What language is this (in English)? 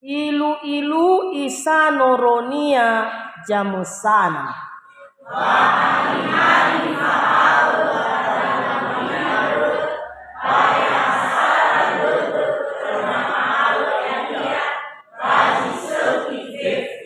Nias